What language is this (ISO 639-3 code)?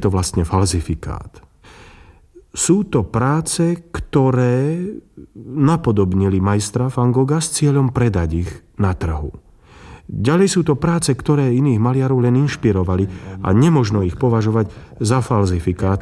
slk